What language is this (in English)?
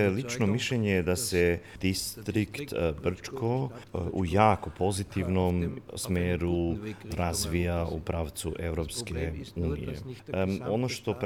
Croatian